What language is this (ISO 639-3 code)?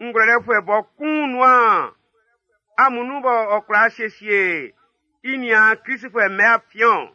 bci